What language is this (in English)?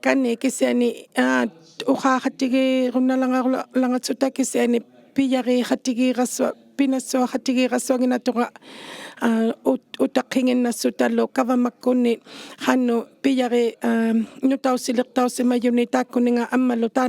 Inuktitut